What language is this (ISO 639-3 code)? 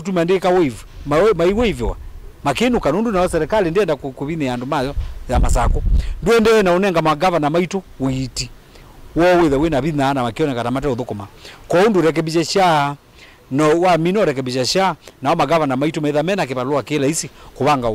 kam